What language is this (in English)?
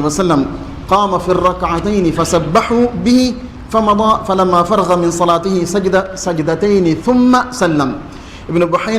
Divehi